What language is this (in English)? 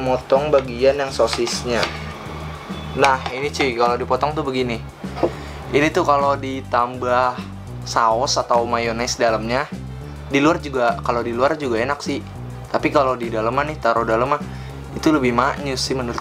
Indonesian